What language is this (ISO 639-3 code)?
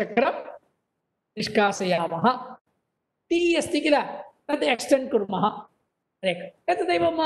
san